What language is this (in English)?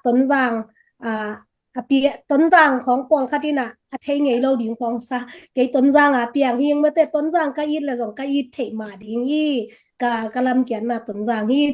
Tedim Chin